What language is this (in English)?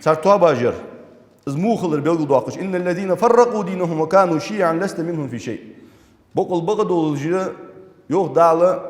Ingush